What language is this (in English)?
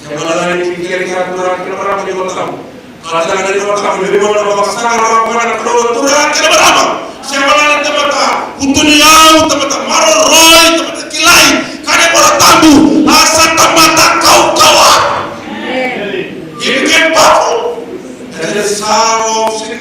Fijian